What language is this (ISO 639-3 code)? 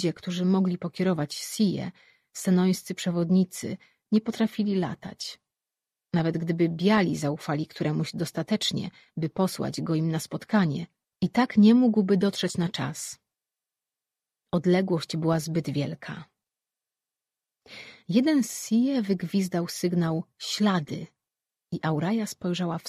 pol